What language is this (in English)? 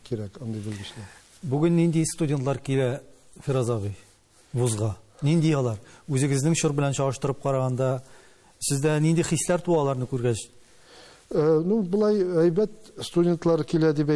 Tatar